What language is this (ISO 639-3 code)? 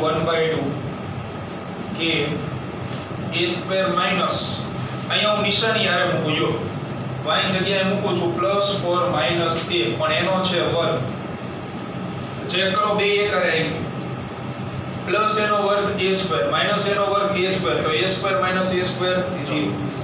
guj